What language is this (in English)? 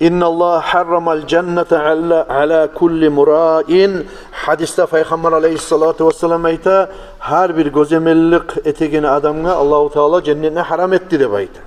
Kumyk